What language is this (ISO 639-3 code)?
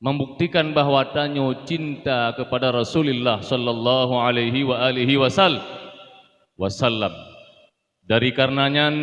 ace